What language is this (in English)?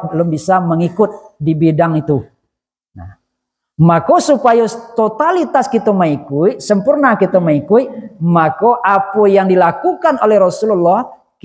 Minangkabau